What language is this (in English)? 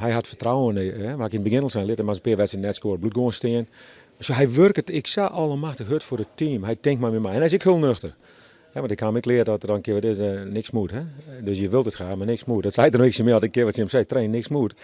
Western Frisian